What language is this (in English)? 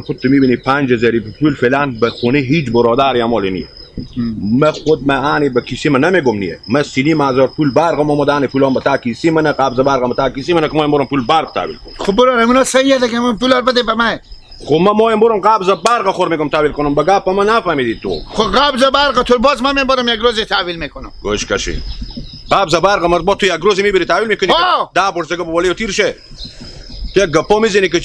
Hazaragi